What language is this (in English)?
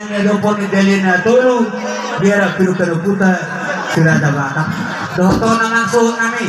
Batak Toba